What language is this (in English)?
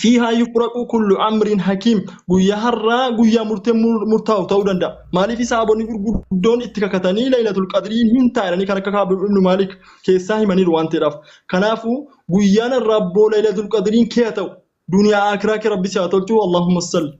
Oromo